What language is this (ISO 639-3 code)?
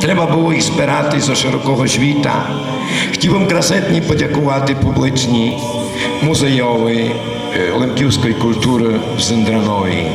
rue